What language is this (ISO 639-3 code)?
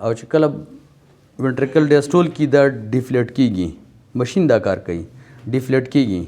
pus